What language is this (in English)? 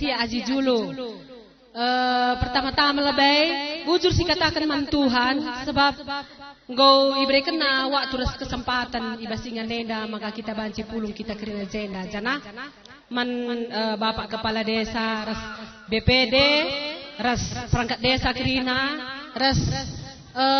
Batak Karo